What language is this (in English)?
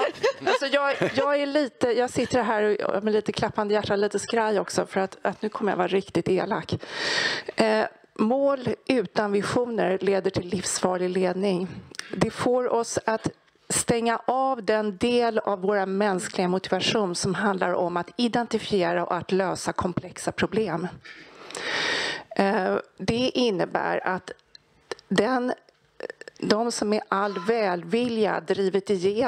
Swedish